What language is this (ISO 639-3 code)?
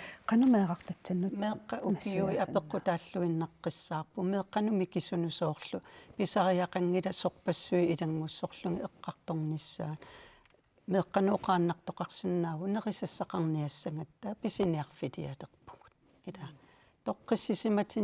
kal